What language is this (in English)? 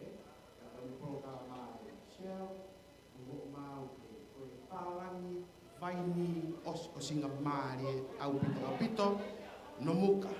Tongan